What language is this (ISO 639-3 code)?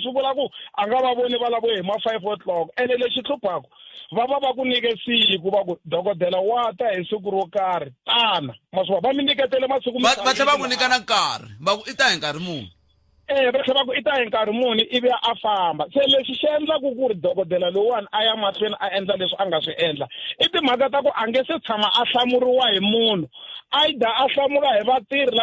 tso